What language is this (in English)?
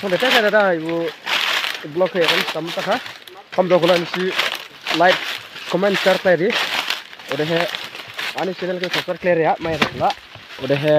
Dimasa